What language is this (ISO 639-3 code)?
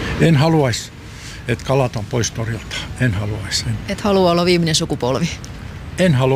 fin